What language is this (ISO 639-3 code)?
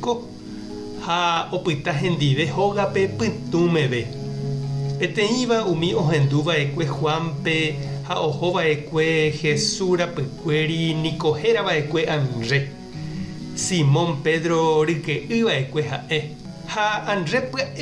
grn